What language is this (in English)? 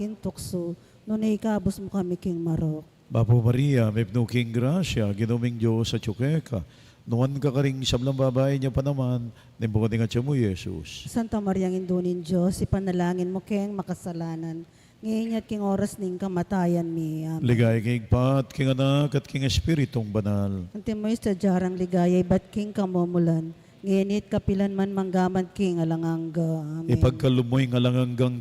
Pampanga